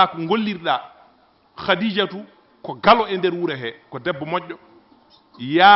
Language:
Fula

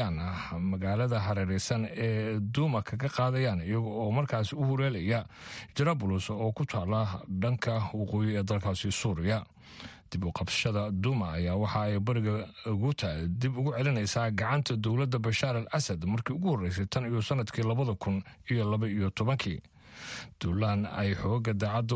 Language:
Somali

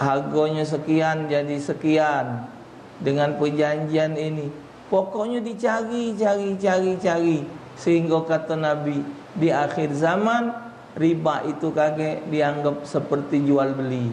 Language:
Musi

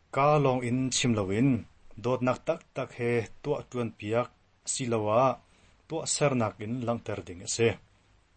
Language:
Hakha Chin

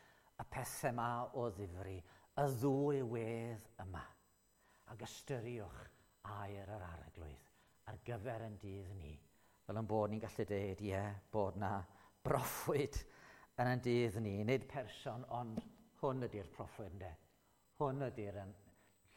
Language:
Welsh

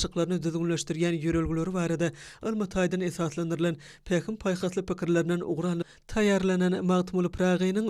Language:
Turkmen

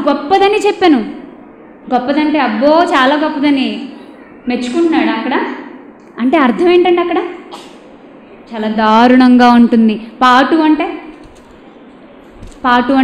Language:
Telugu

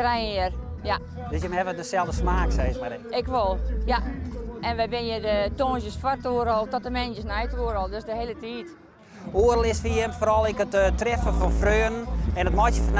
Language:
Western Frisian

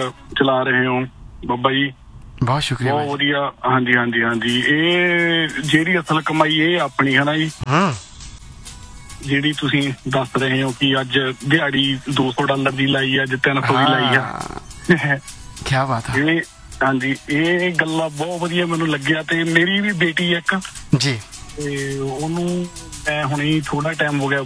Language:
Punjabi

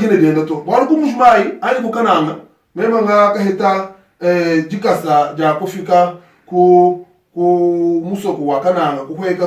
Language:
Luba-Lulua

